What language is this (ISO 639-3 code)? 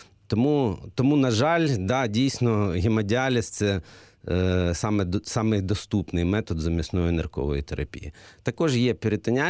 ukr